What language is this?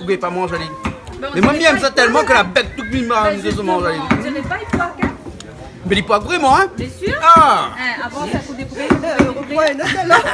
Réunion Creole French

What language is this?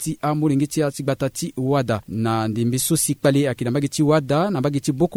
Sango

